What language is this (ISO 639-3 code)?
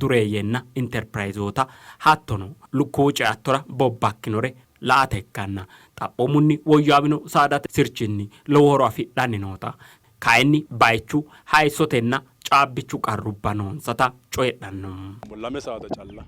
sid